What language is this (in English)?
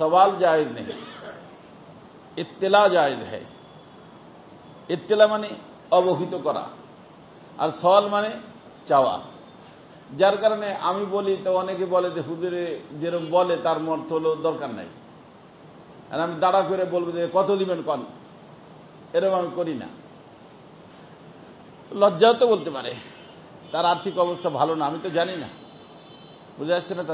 Bangla